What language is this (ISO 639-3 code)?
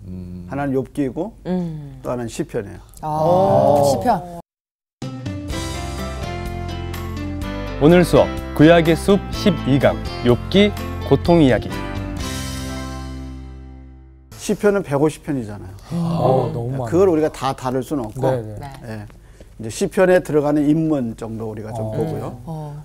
kor